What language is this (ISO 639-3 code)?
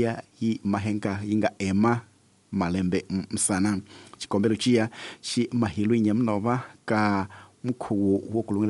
tso